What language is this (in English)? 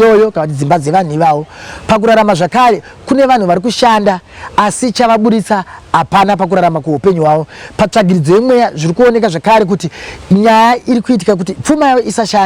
Shona